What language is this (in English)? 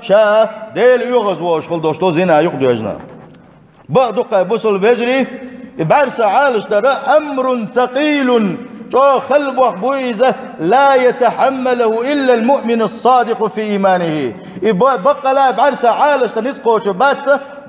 Chechen